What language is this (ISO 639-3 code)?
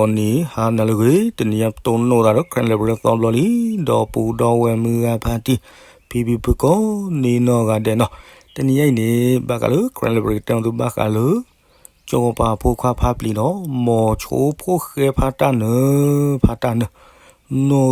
ksw